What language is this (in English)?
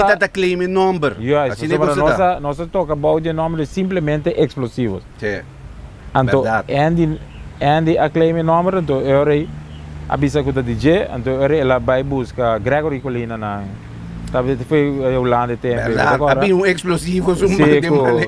Papiamento